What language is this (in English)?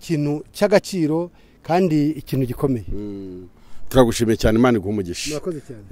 Kinyarwanda